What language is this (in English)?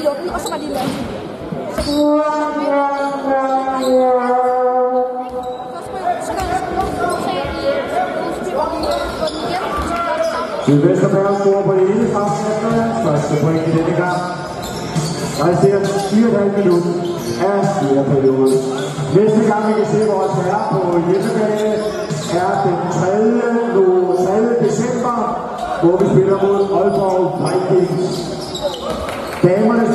Danish